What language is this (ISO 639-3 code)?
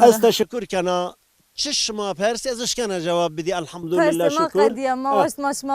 zza